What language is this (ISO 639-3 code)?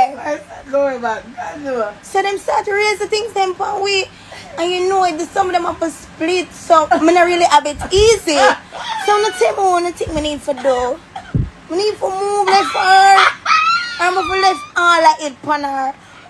jam